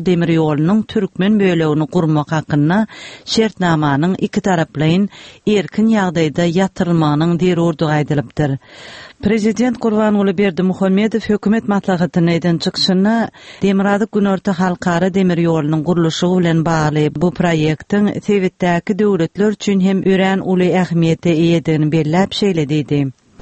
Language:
Turkmen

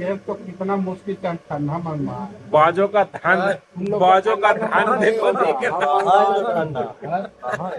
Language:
Magahi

